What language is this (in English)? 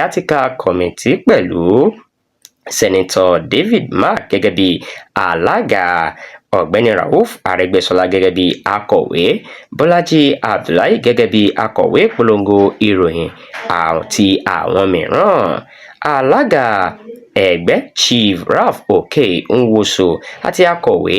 Yoruba